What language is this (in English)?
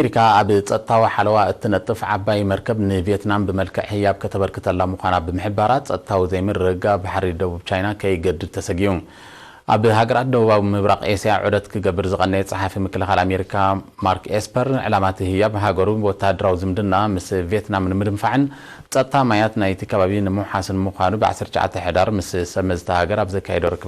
Tigrinya